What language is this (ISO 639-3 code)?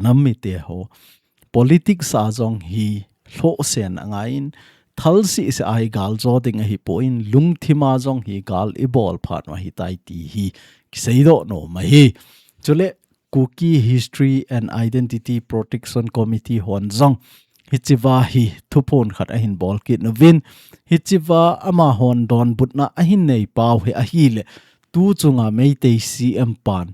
tcz